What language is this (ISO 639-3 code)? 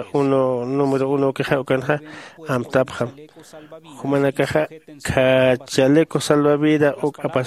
aym